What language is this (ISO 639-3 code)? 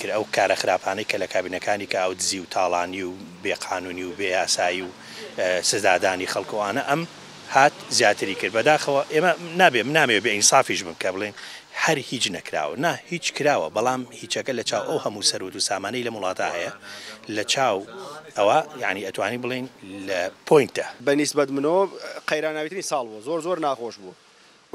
ckb